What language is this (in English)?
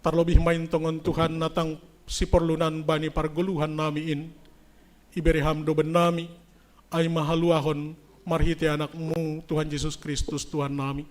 Batak Simalungun